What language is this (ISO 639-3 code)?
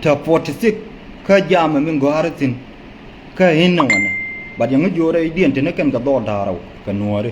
nus